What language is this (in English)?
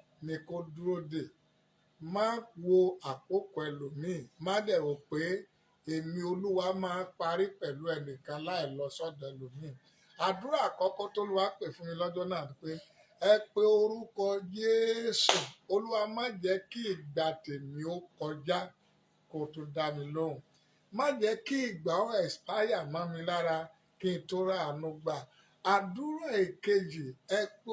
Yoruba